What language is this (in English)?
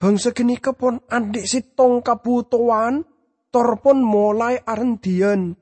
Madurese